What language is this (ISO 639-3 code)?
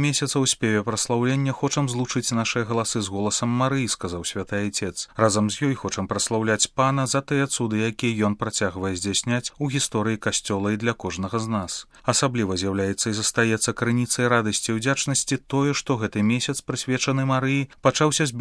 bel